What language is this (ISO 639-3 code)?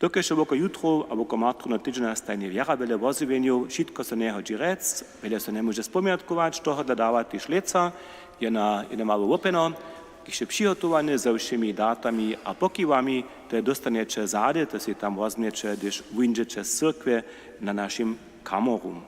hsb